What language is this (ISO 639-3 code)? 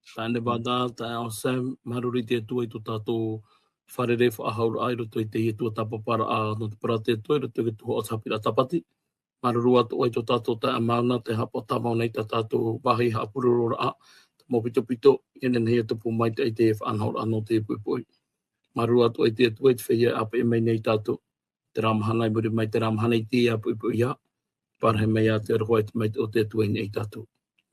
tah